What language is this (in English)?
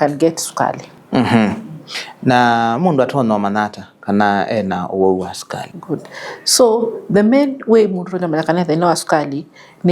Kamba